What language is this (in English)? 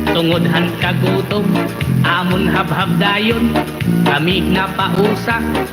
Waray